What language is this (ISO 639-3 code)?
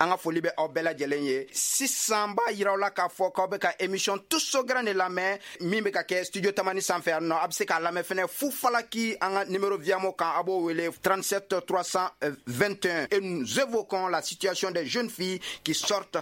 bam